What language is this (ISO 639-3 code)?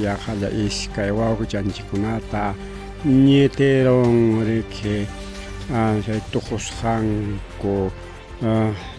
quy